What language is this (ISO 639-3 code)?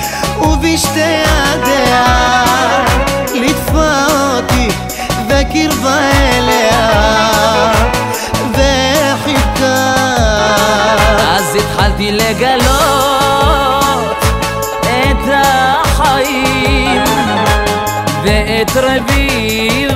heb